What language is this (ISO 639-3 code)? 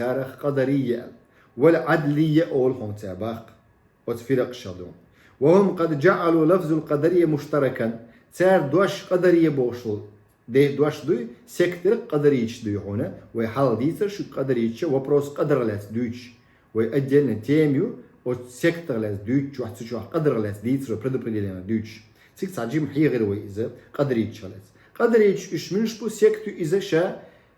che